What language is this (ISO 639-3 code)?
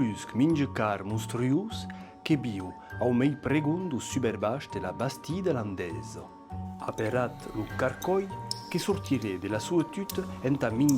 oci